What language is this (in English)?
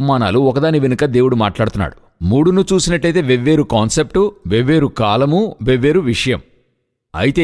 Telugu